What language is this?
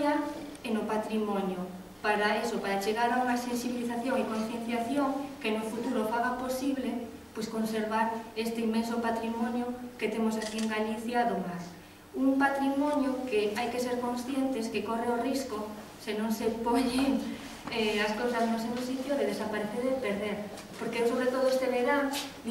Galician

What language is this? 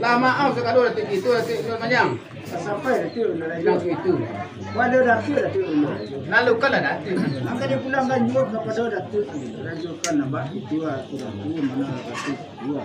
Minangkabau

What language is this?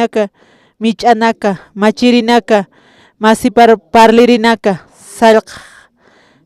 Aymara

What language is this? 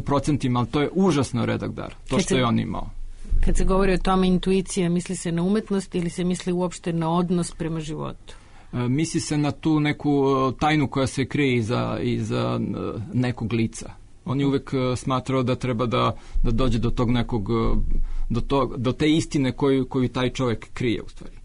Serbian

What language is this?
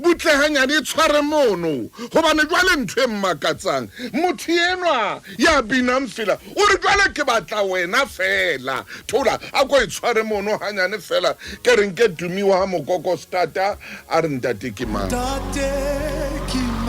Southern Sotho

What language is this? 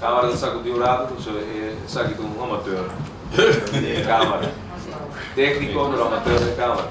Papiamento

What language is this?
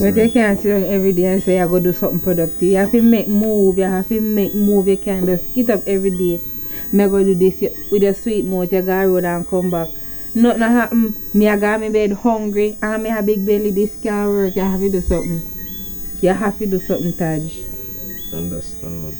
Jamaican Creole English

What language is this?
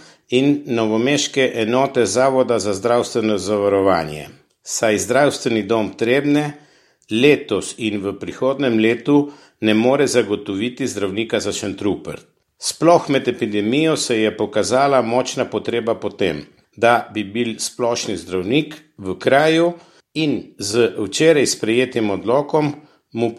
Slovenian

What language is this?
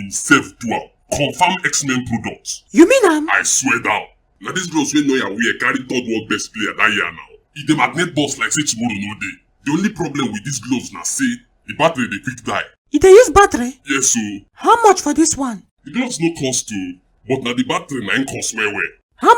Nigerian Pidgin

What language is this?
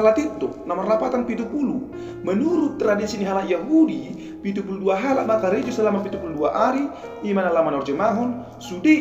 Batak Toba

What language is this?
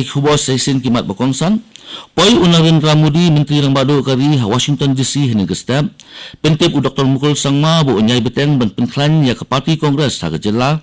Khasi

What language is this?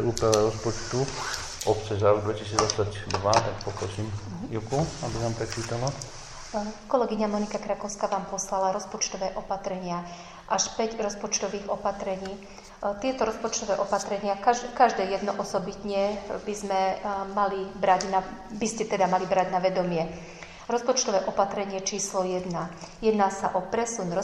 Slovak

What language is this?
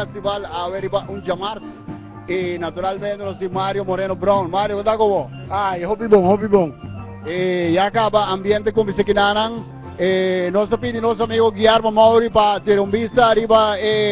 Papiamento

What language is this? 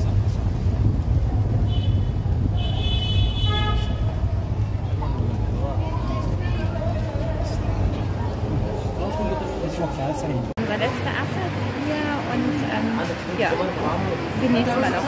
German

